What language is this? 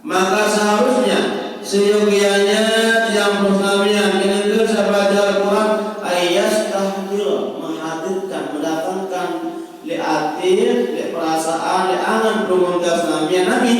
Sasak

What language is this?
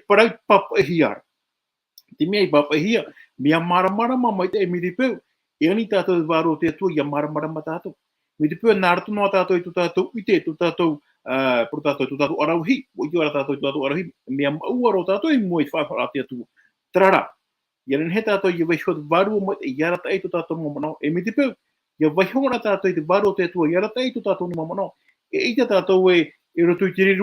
Tahitian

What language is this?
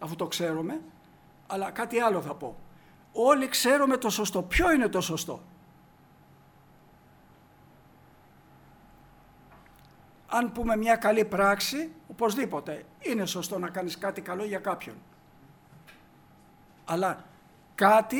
Greek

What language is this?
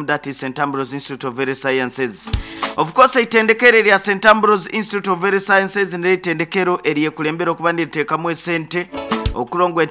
Nyoro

